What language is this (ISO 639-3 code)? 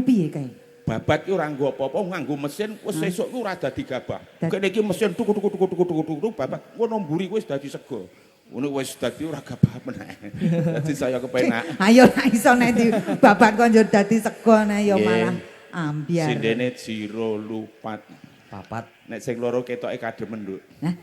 jav